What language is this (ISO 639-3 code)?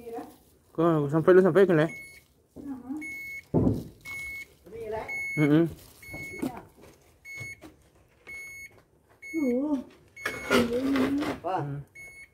msa